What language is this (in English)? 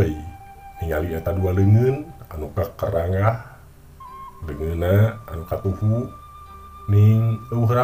Sundanese